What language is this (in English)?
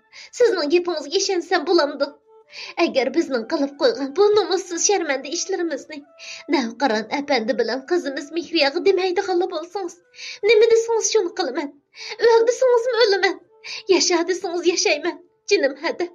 Uyghur